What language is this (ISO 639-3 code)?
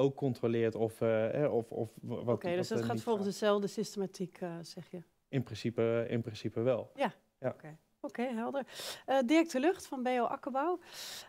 nld